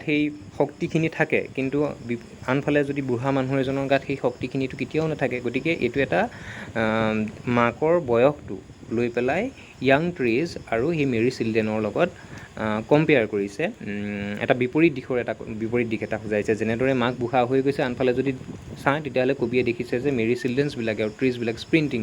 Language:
Assamese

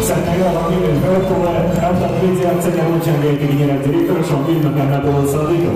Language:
Tatar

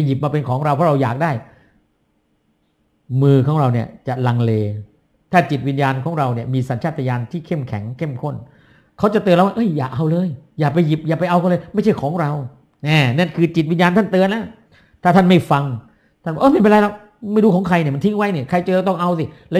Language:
Thai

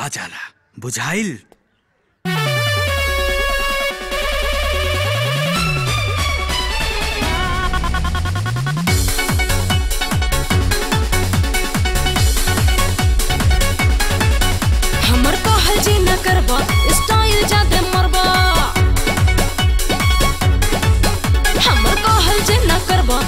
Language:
Bhojpuri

